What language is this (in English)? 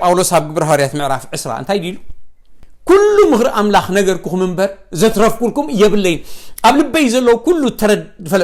Tigrinya